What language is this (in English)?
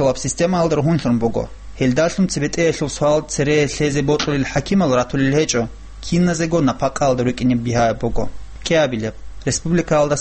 Avaric